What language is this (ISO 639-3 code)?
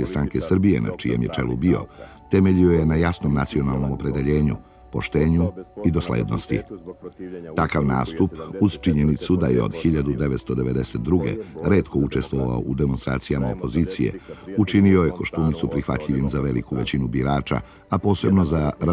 srp